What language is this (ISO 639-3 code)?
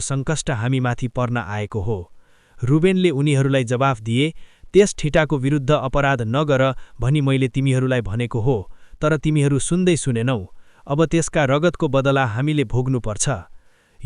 nep